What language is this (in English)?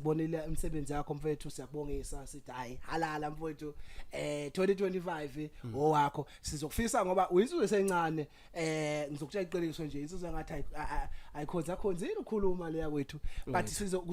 Zulu